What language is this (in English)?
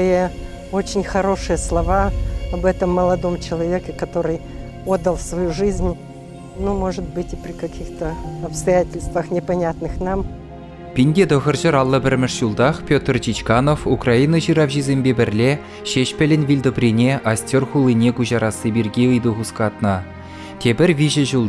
Chuvash